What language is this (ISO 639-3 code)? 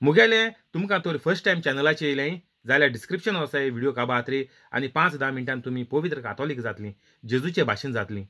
kok